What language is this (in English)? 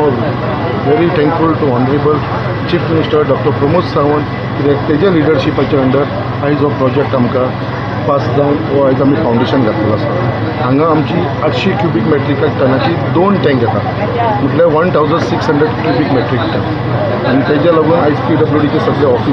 Konkani